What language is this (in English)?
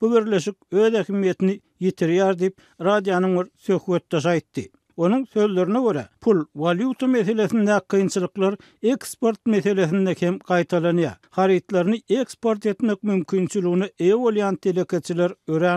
Turkmen